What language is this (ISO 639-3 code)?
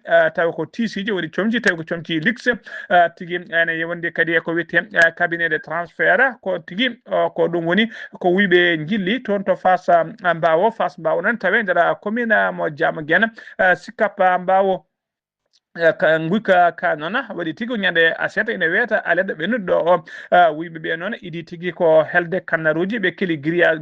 ful